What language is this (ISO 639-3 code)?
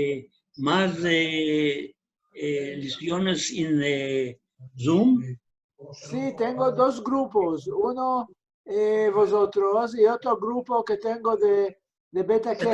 lad